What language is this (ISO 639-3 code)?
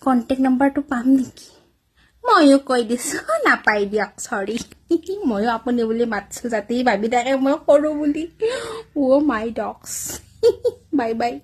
asm